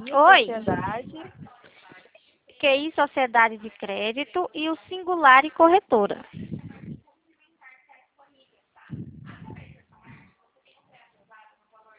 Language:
Portuguese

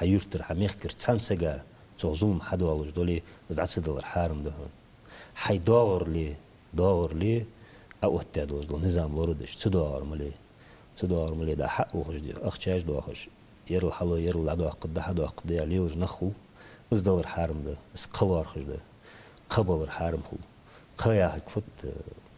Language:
Ingush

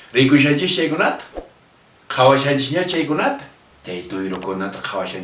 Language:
Quechua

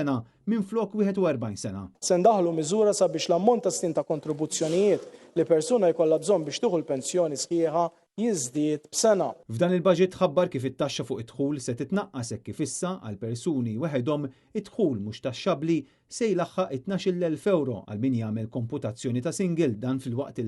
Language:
Maltese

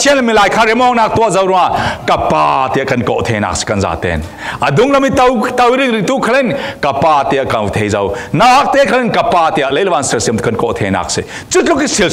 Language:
Falam Chin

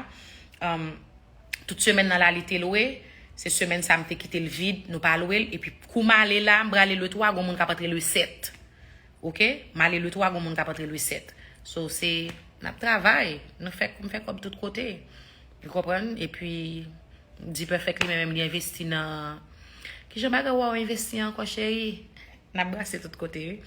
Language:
Haitian Creole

